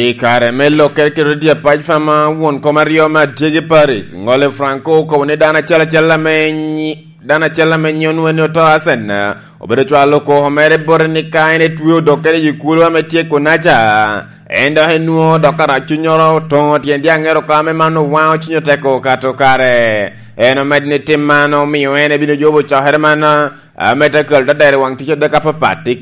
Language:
Lango (Uganda)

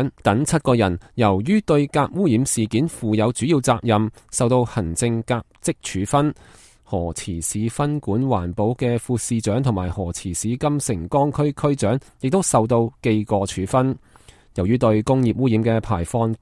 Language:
Cantonese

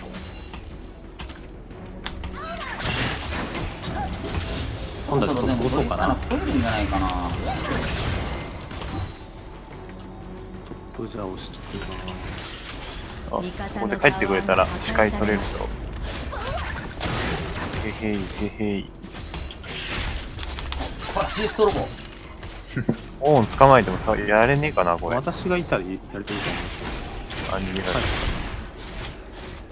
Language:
Japanese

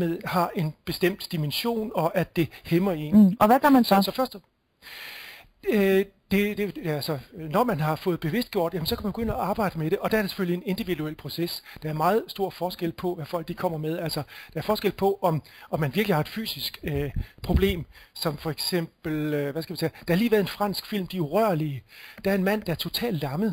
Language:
Danish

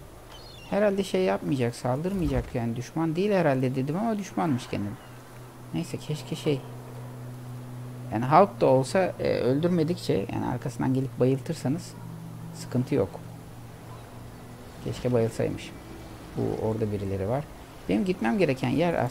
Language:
Turkish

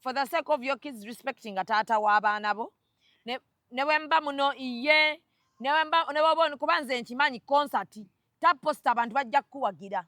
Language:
Ganda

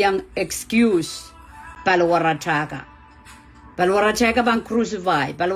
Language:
Pohnpeian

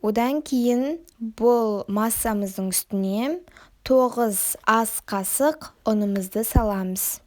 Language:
Kazakh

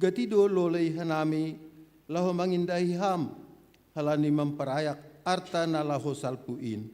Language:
Batak Simalungun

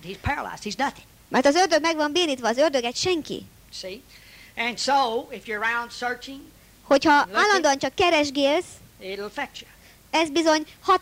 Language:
Hungarian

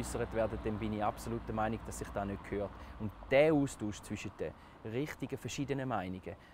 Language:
Swiss German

